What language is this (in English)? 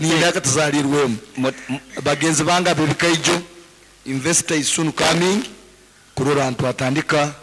Nyankole